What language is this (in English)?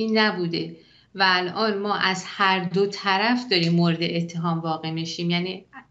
Persian